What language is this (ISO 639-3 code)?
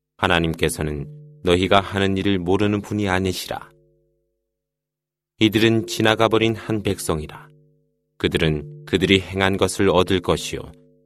kor